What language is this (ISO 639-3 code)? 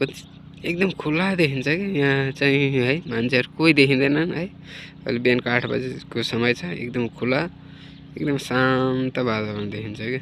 nep